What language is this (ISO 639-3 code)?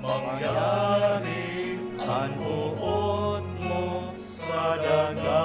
bik